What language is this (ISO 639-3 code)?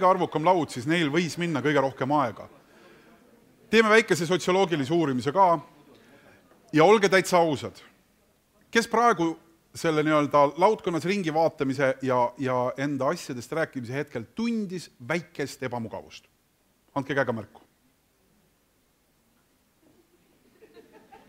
est